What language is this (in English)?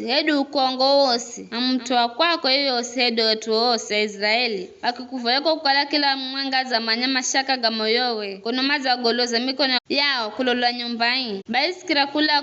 Giryama